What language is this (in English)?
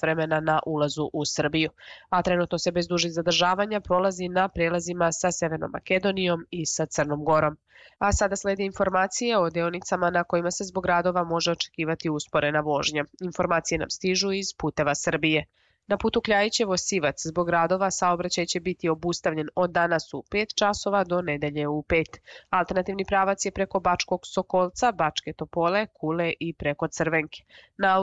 Serbian